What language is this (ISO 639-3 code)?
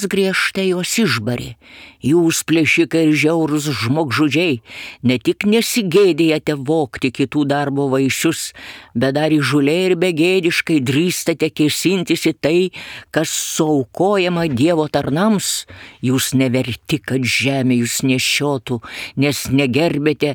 lit